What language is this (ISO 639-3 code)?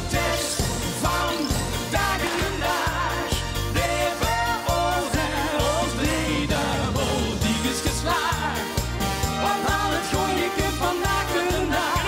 lim